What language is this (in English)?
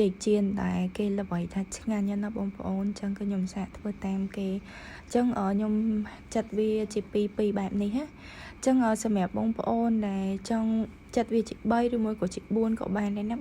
Khmer